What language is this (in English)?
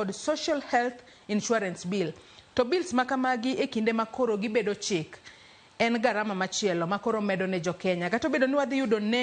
Luo (Kenya and Tanzania)